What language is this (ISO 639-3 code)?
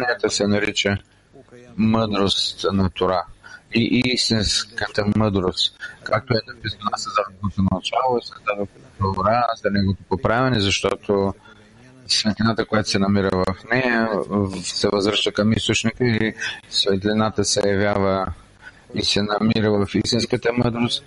bul